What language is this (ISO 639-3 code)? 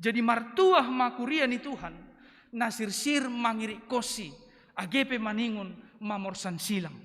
bts